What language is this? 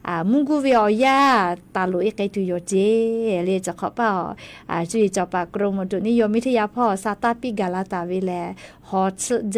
Lahu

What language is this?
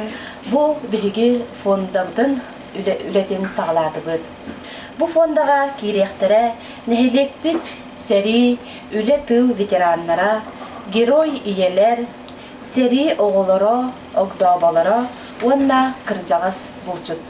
Yakut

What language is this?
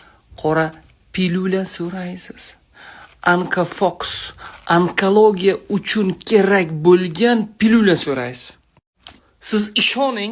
Uzbek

